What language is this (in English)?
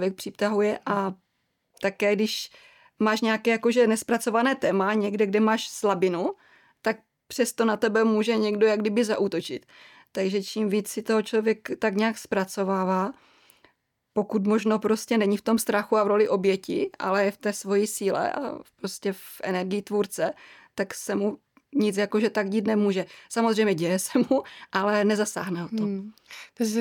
Czech